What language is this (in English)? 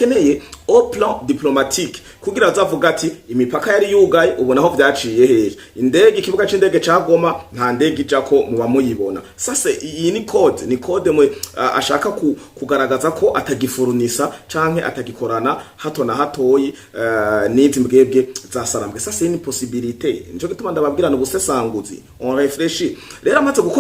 Rundi